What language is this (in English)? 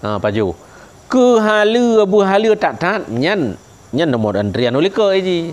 Achinese